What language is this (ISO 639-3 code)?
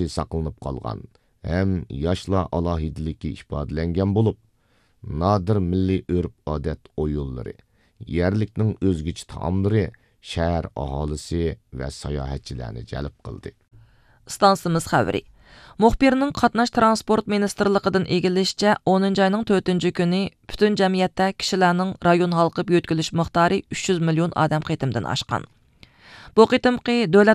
uig